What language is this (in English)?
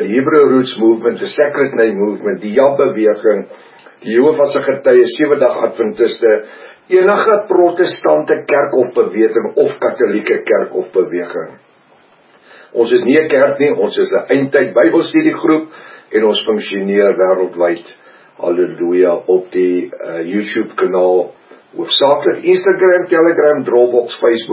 Afrikaans